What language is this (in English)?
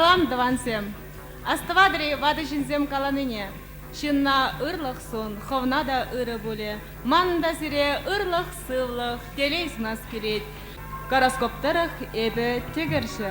Chuvash